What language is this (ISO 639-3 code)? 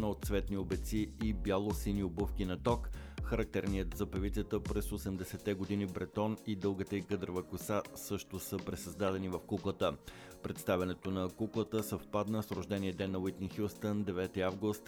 bul